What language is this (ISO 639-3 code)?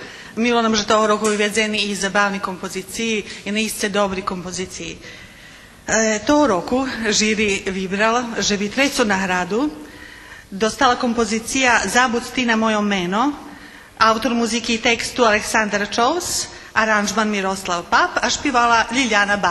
rue